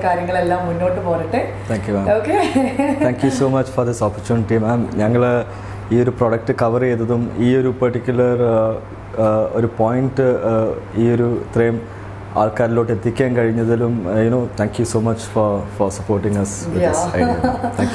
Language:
Malayalam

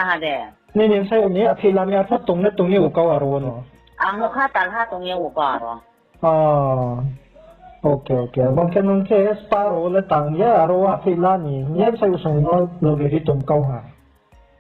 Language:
Riang (India)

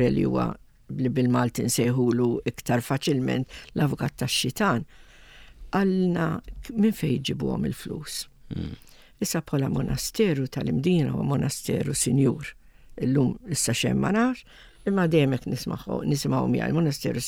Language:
Maltese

